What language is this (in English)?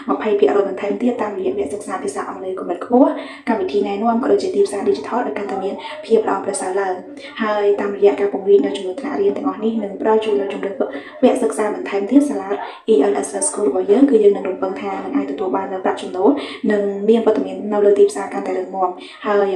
Khmer